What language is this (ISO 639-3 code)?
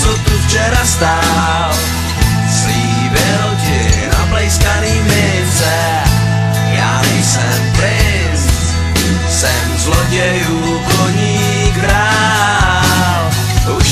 ces